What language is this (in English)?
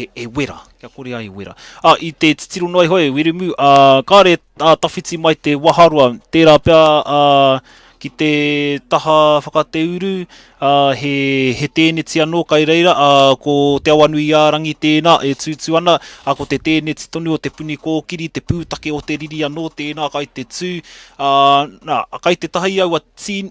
Māori